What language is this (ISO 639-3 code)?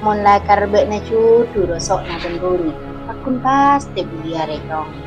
mad